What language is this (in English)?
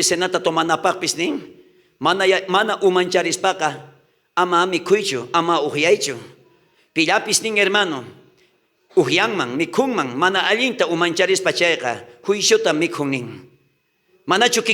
South Bolivian Quechua